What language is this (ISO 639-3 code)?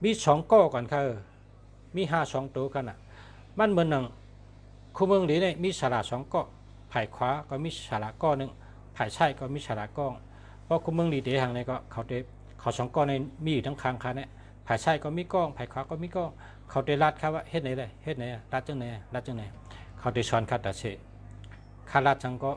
shn